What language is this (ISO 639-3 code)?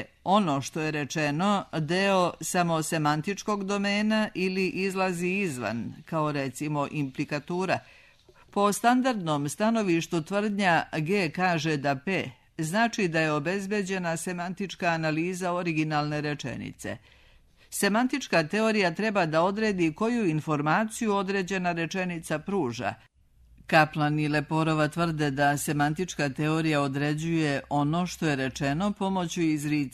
srp